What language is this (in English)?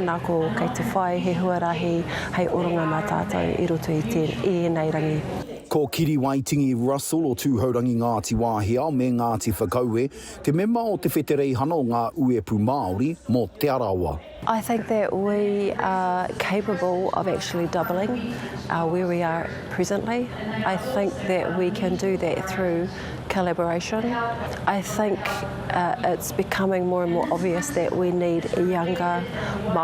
Māori